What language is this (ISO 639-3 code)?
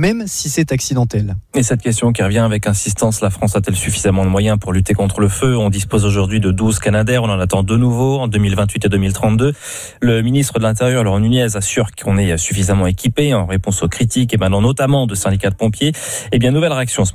fra